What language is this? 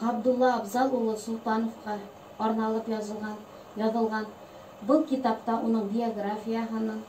Bashkir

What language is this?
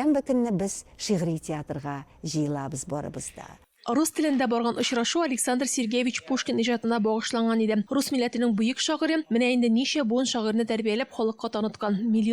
Tatar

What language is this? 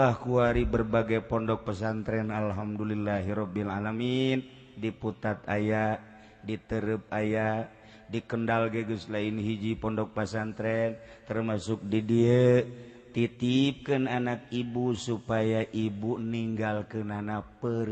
Sundanese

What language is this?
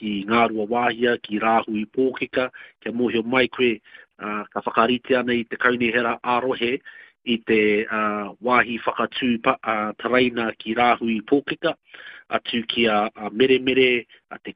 Māori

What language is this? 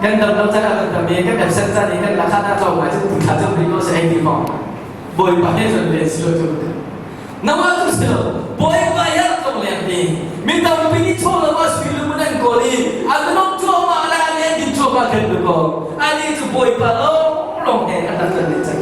Hakha Chin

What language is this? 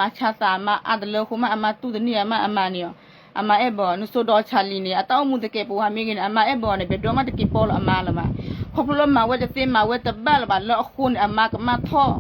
S'gaw Karen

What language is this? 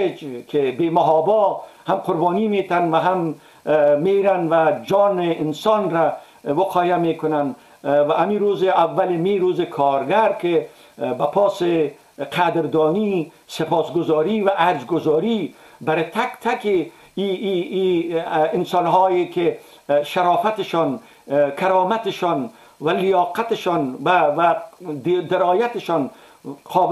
Persian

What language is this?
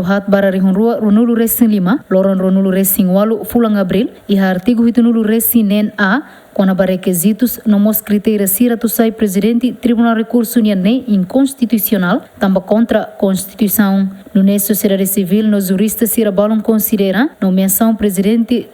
Tetum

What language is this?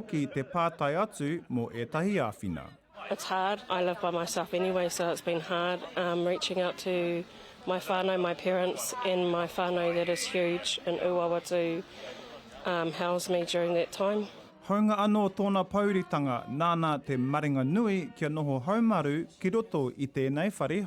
Māori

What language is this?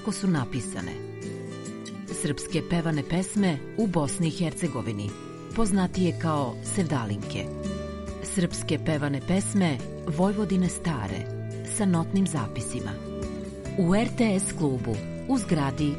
Serbian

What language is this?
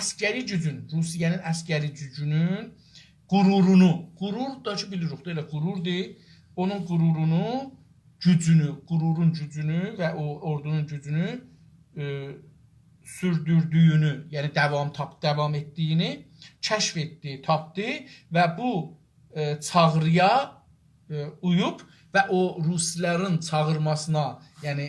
South Azerbaijani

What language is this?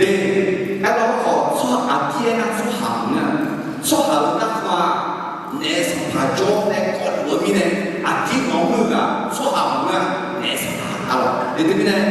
Akha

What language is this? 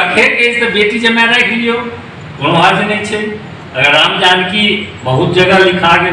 Maithili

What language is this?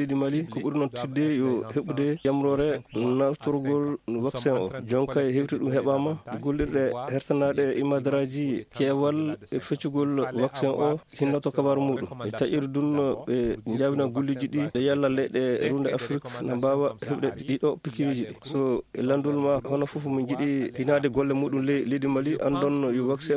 Fula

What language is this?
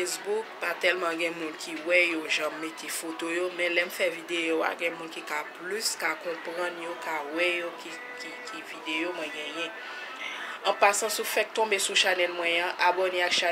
Haitian Creole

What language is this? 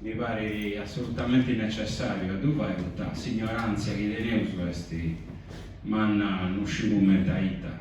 Sardinian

